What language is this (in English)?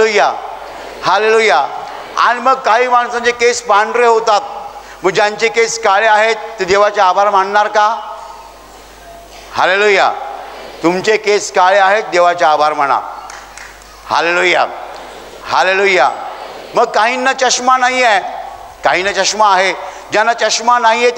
Marathi